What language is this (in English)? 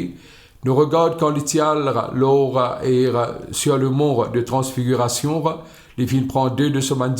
Morisyen